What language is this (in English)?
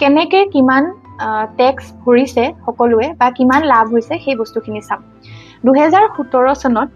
Assamese